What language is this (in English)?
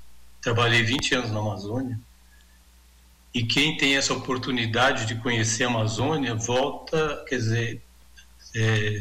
Portuguese